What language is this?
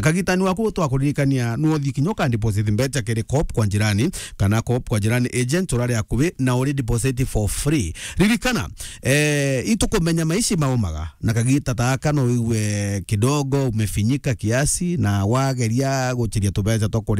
Meru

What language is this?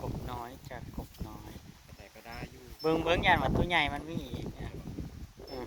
Northeastern Thai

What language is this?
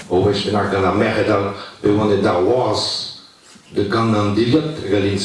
Breton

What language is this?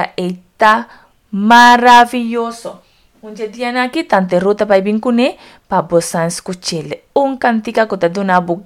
Papiamento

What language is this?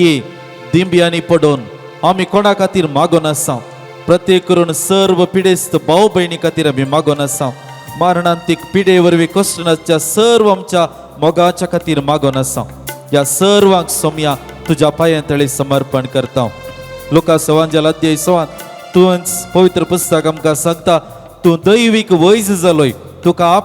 Konkani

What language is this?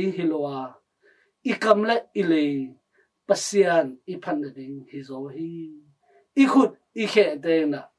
Tedim Chin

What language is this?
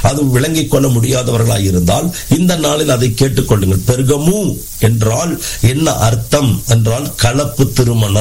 Tamil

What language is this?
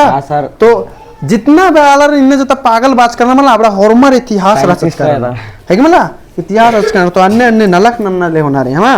Kurukh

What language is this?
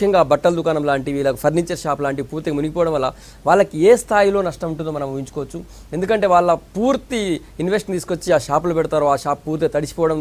Telugu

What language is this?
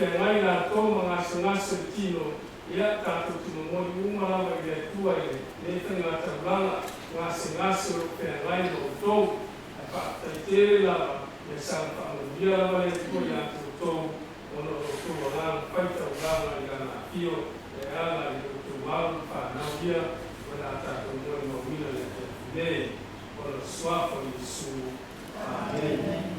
Samoan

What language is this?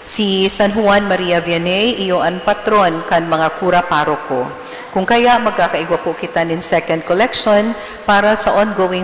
Bikol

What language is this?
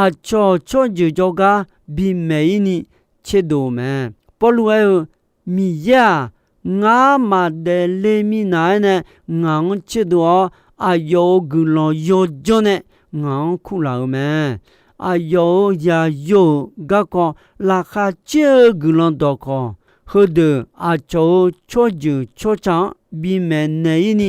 Akha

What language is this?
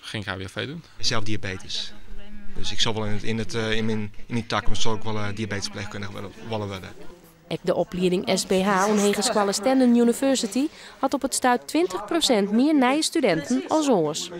Western Frisian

